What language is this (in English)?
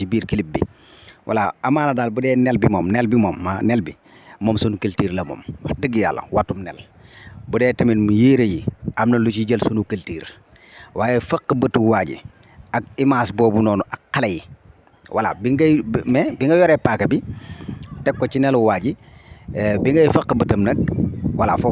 Wolof